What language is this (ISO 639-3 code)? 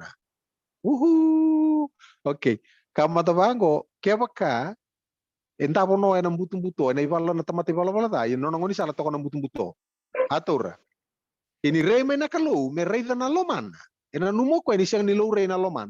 fij